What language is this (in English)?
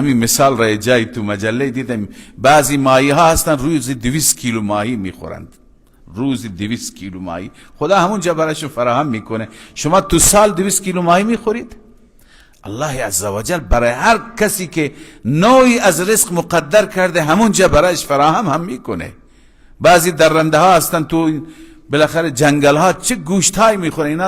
Persian